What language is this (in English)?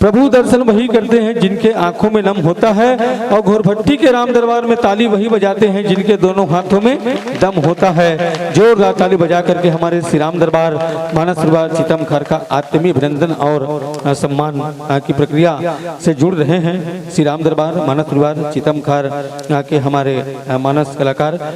Chhattisgarhi